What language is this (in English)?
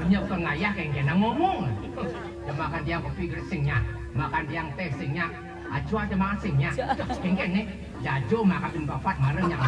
Balinese